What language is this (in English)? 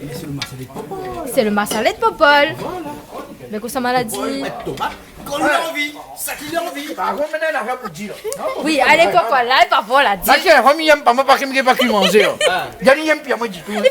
Réunion Creole French